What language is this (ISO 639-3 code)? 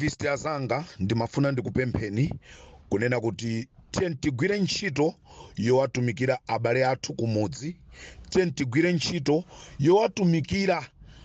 nya